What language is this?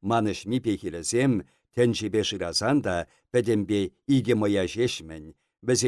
Chuvash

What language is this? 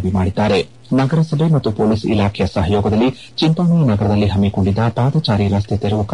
Kannada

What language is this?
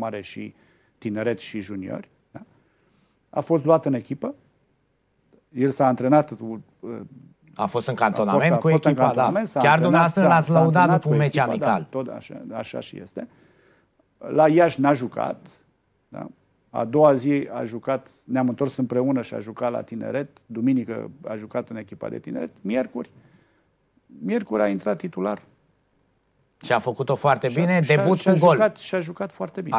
Romanian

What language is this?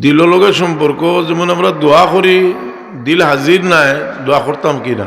Sylheti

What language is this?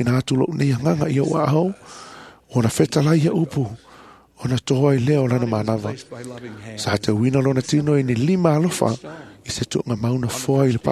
Samoan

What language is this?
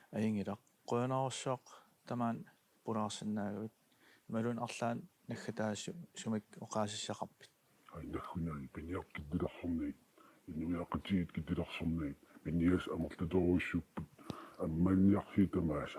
Kalaallisut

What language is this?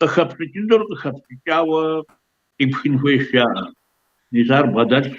Kabardian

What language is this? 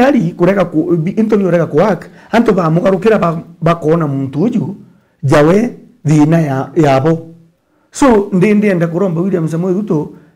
Meru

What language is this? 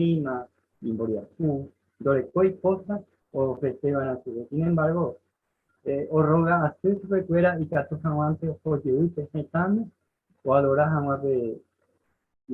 Guarani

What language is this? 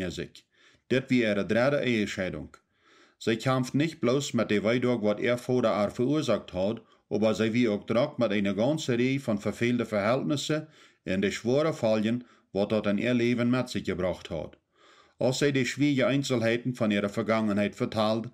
Plautdietsch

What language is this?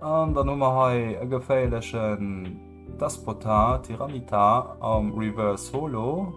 Luxembourgish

